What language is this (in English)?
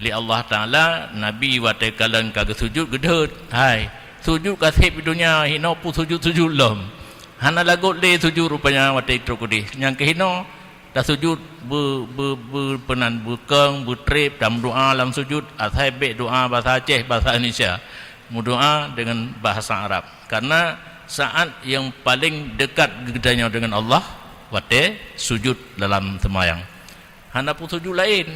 Achinese